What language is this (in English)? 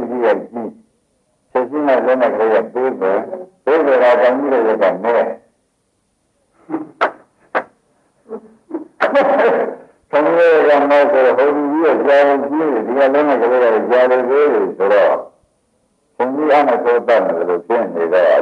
Burmese